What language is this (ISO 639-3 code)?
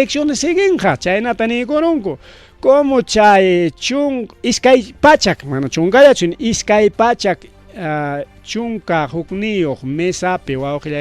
quy